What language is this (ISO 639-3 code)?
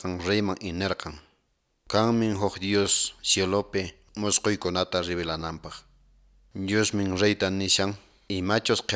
que